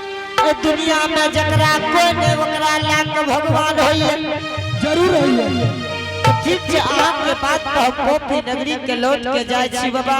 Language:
Angika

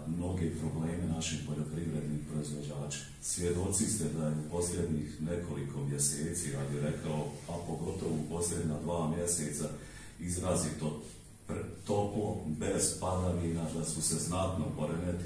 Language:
Bosnian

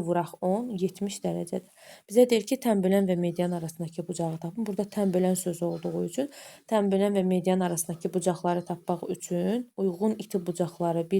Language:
Azerbaijani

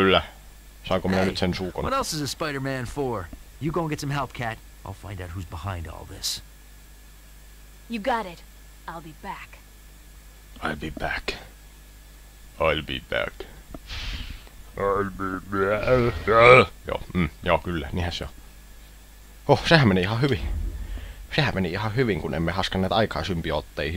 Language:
Finnish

